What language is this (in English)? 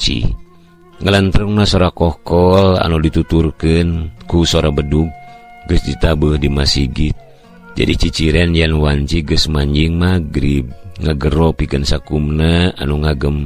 Sundanese